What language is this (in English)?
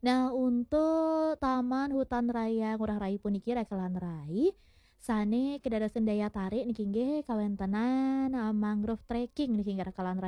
Balinese